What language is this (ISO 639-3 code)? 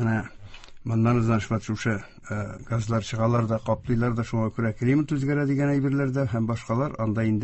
tat